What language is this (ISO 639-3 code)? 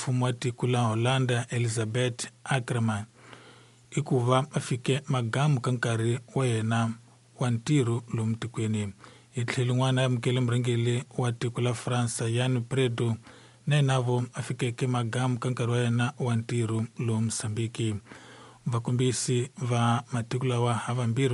tso